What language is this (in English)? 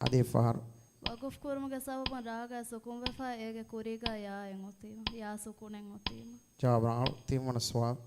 Divehi